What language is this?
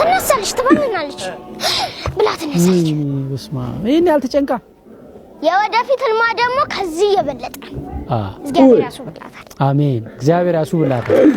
Amharic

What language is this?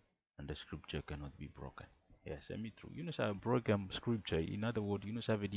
Bislama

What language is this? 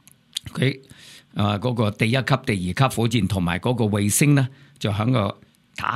Cantonese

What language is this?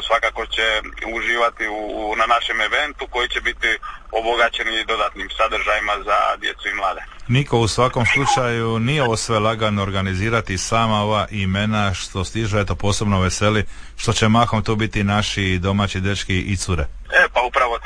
Croatian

